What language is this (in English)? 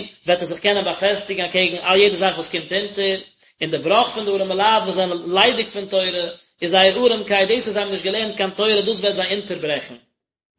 Yiddish